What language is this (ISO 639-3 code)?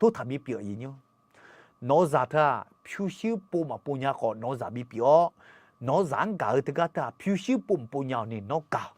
ahk